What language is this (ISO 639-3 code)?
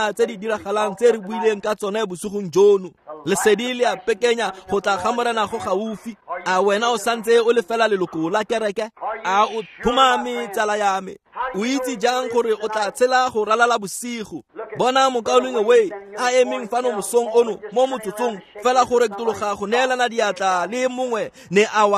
tsn